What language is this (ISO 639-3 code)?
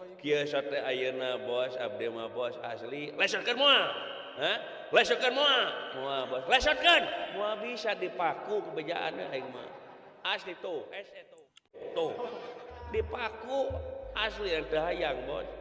sun